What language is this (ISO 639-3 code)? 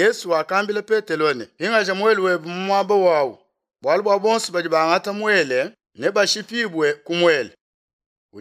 lua